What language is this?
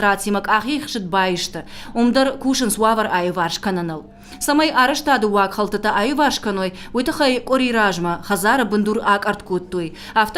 Ossetic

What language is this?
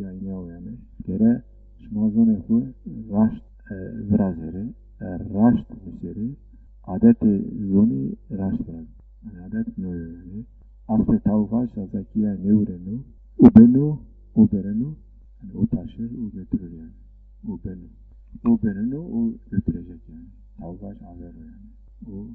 Zaza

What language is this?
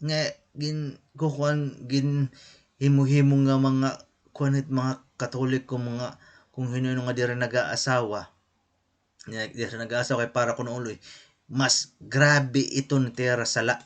Waray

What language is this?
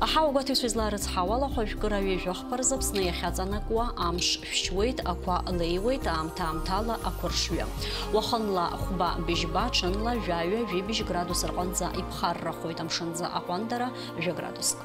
Abkhazian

